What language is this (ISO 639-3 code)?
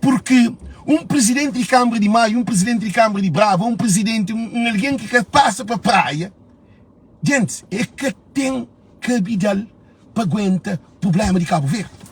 kea